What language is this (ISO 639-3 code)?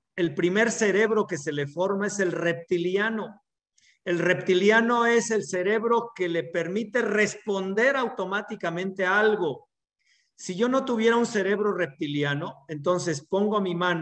spa